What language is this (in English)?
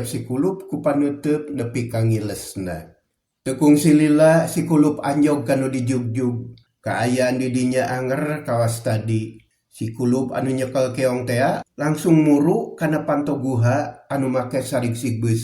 Sundanese